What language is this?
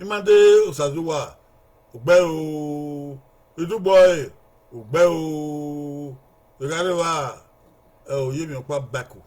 Bini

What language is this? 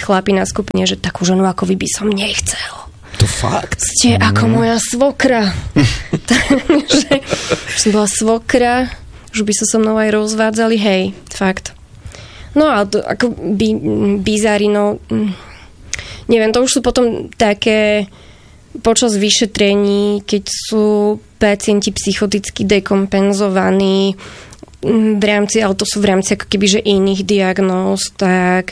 Slovak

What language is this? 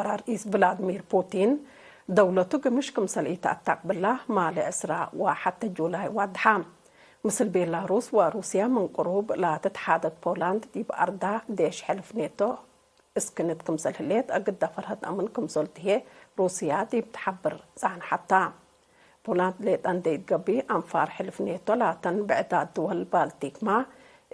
Tigre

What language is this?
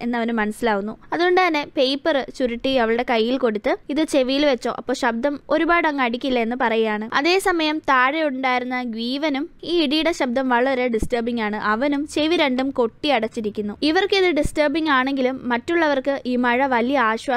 Malayalam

